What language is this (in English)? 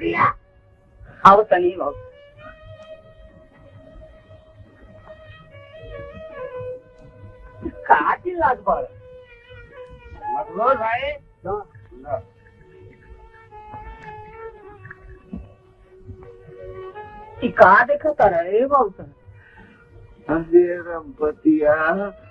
Bhojpuri